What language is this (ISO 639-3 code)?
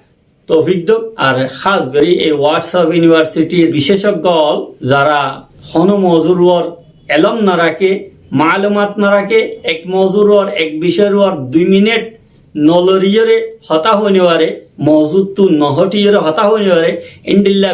rhg